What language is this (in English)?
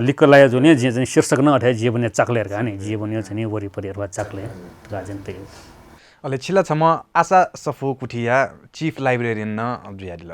Newari